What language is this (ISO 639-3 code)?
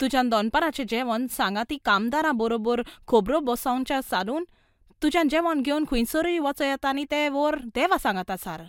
kok